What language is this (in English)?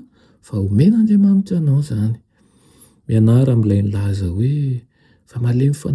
Malagasy